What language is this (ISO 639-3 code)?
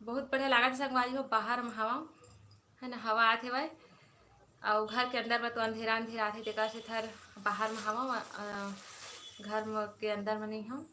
hne